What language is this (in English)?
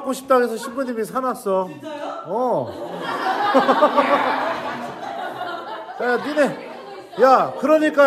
Korean